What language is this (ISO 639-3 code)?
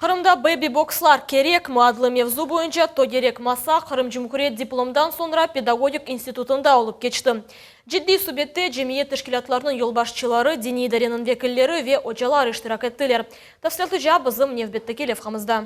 crh